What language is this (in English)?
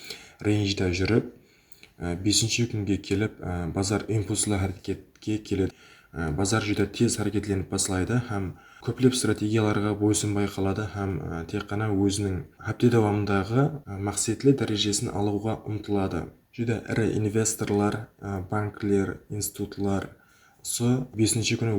Kara-Kalpak